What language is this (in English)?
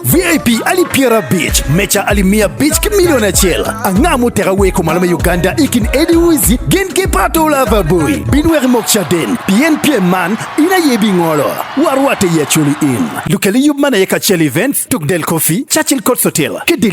Acoli